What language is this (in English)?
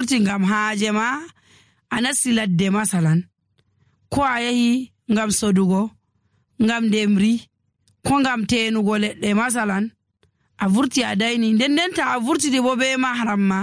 Nigerian Fulfulde